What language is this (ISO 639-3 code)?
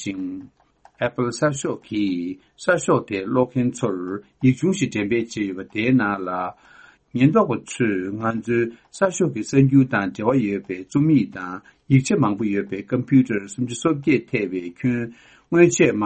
bod